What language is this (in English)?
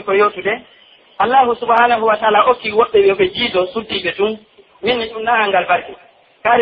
Pular